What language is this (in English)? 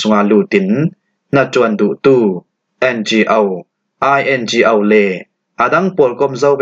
Falam Chin